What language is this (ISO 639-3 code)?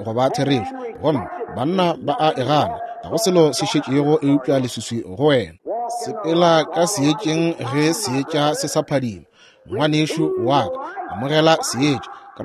nso